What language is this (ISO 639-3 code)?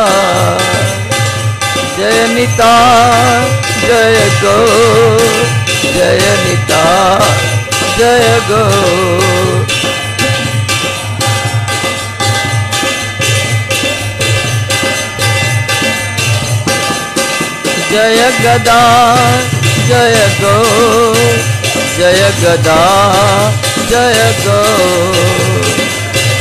ori